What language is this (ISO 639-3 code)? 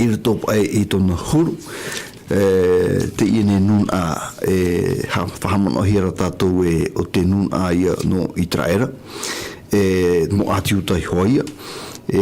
tah